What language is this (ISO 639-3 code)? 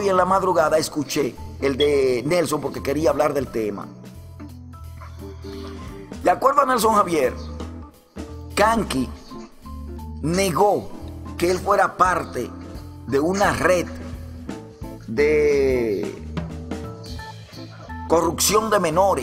spa